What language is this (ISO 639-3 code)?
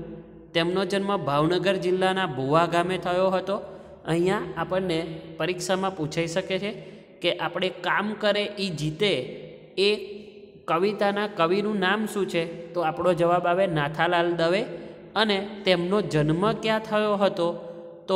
guj